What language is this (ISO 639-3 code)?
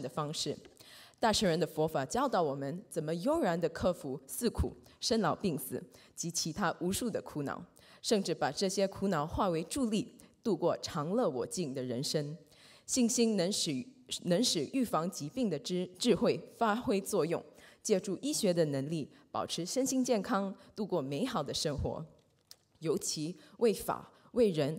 zho